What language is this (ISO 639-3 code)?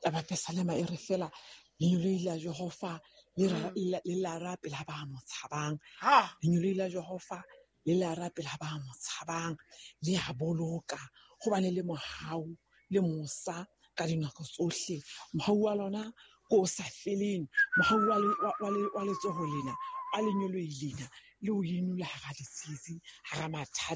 sot